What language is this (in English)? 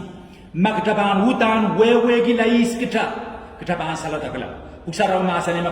Pohnpeian